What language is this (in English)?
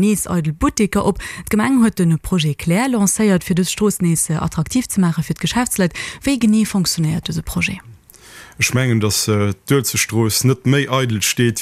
Luxembourgish